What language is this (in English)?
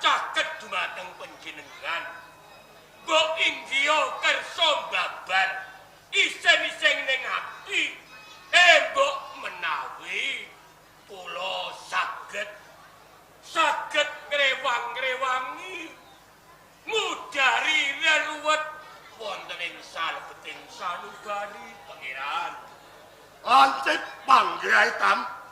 Javanese